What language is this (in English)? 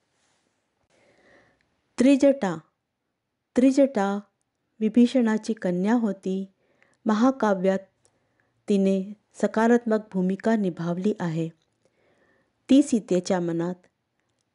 Marathi